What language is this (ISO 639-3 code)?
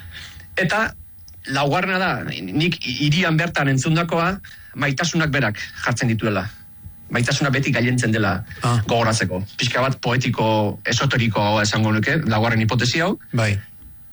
eus